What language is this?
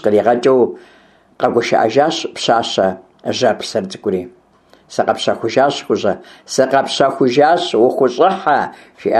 Kabardian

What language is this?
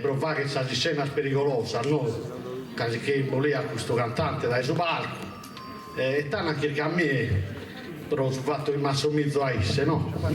Sardinian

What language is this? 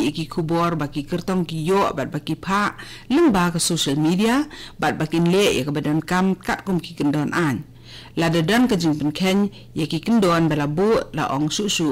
Khasi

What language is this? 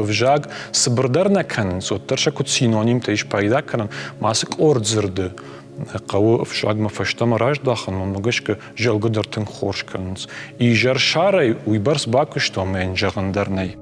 Ossetic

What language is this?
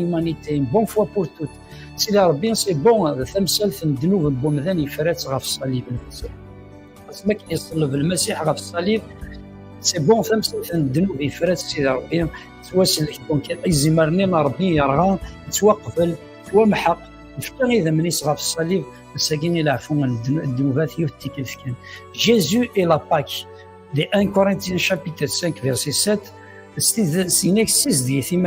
Kabyle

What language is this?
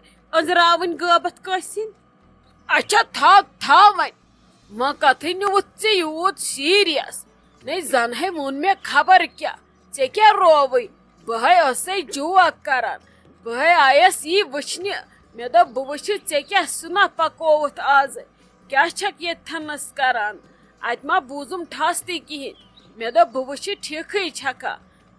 Kashmiri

